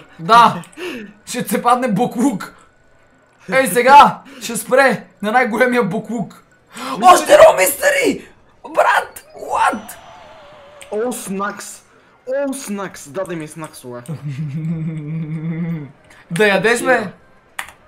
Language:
Bulgarian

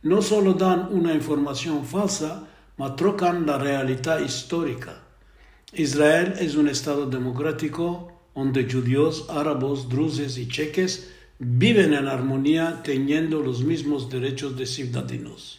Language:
Ladino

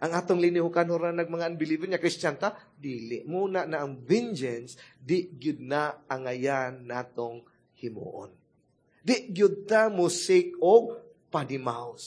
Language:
Cebuano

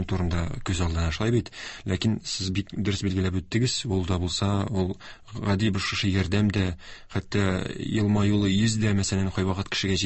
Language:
Tatar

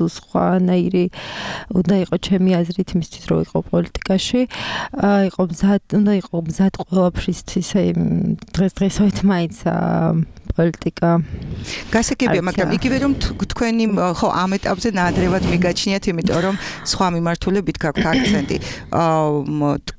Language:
Georgian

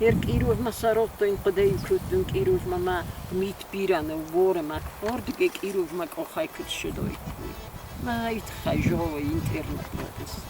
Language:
Ossetic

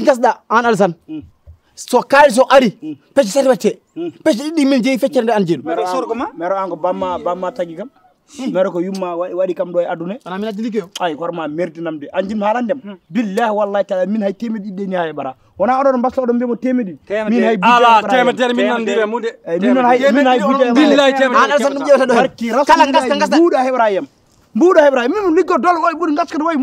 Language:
Fula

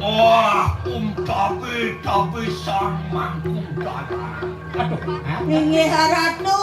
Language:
Balinese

